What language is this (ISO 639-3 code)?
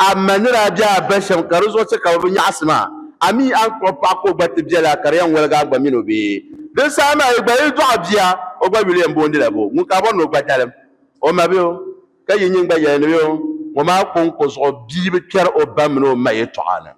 dag